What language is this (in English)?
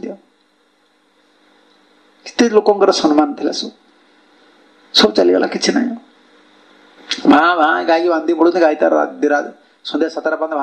Odia